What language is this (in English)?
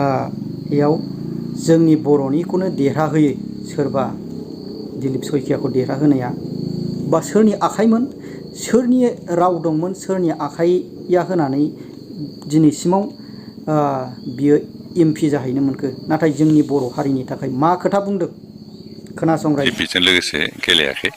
Bodo